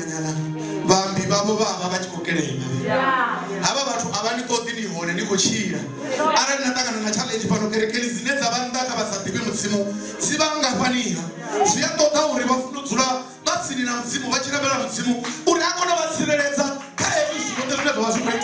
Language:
Venda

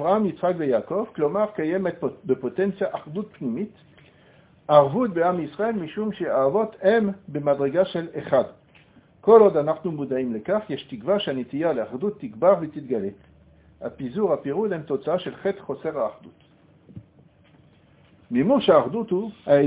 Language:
Hebrew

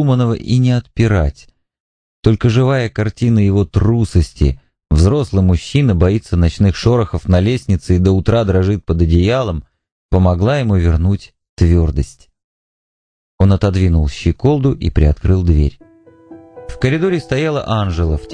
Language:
Russian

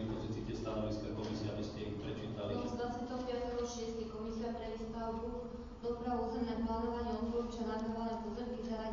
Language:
Slovak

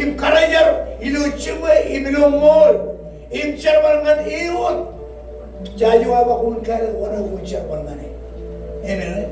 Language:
Marshallese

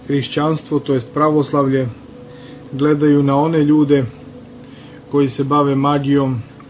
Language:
Serbian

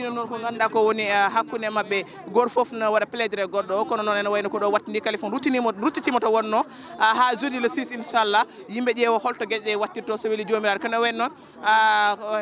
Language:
Fula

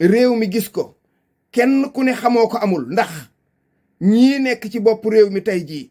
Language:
Wolof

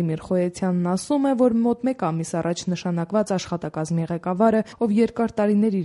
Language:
Armenian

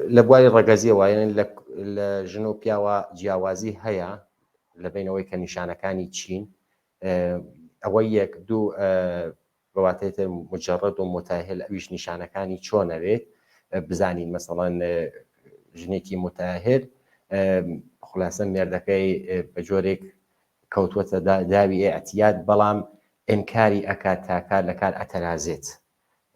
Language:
Central Kurdish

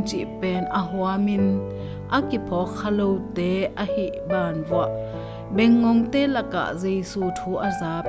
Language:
Tedim Chin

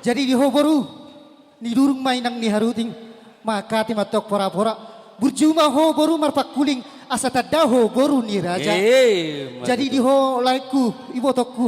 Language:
Batak Toba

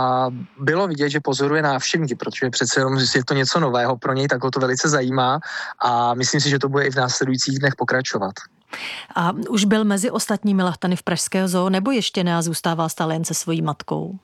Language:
Czech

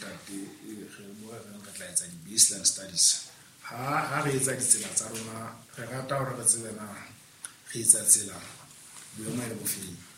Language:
Southern Sotho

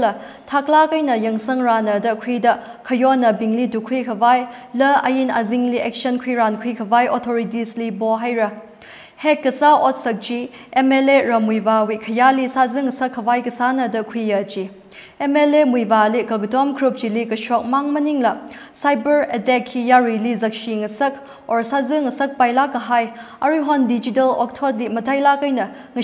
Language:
Tangkhul Naga (India)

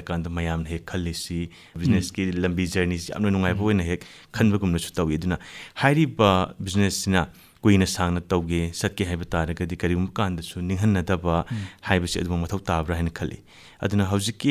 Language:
Manipuri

